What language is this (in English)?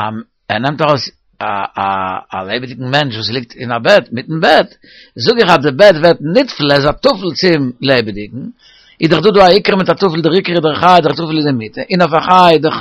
Yiddish